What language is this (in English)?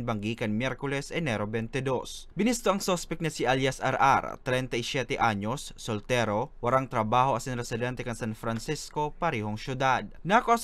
Bikol